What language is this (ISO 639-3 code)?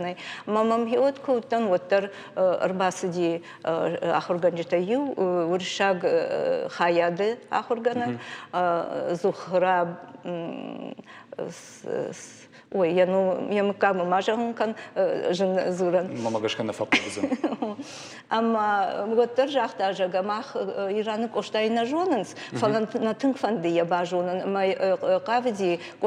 oss